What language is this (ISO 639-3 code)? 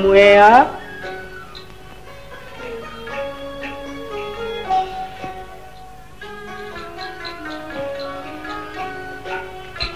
nan